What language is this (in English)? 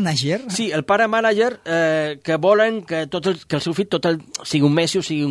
Catalan